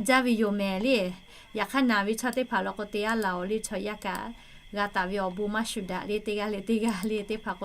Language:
Lahu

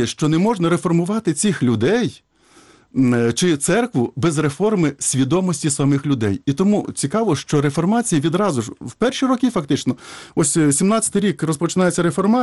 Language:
Ukrainian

